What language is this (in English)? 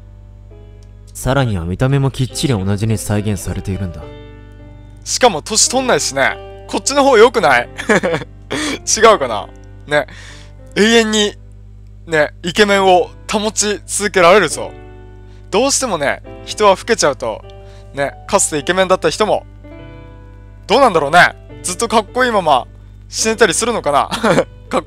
Japanese